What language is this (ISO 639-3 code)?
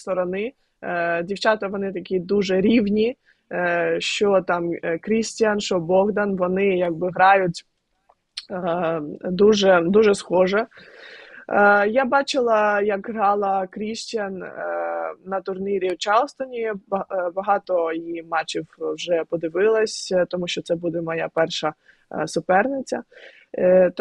ukr